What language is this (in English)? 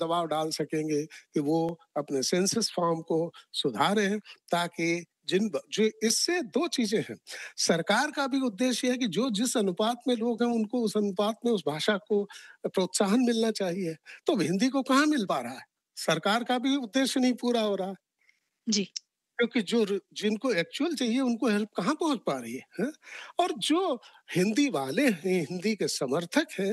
Hindi